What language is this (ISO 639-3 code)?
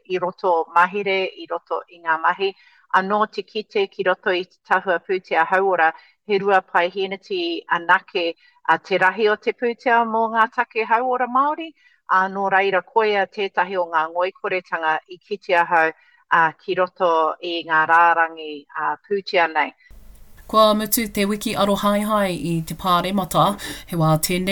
mri